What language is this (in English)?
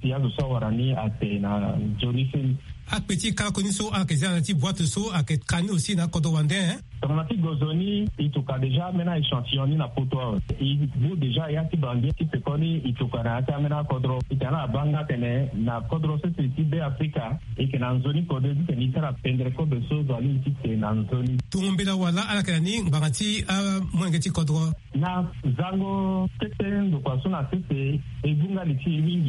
Sango